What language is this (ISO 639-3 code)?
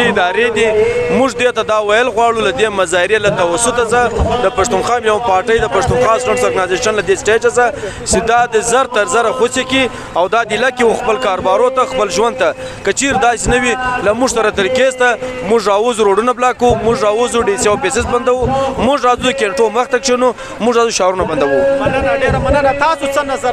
pus